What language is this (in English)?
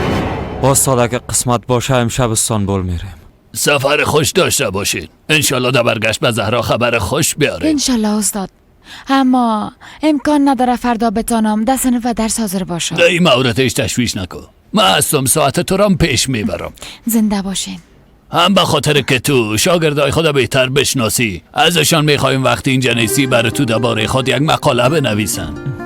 Persian